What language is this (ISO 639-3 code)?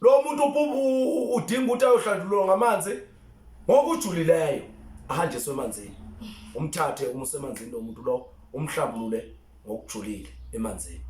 zul